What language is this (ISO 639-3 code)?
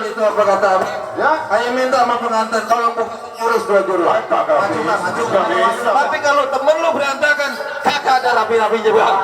bew